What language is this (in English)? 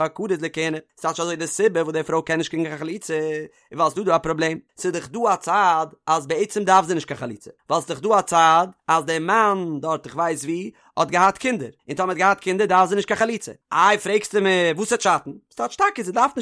Yiddish